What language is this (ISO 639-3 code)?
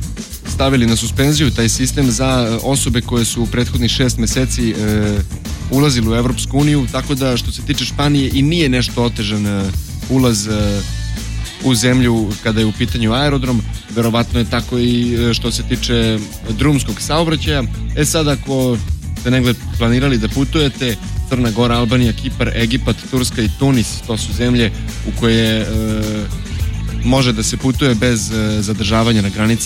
srp